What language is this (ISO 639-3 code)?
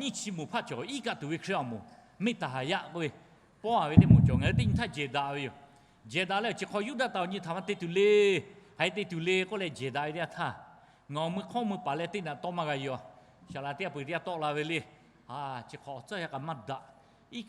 lhu